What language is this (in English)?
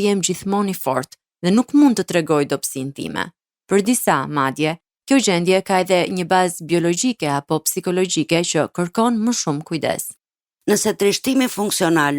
Albanian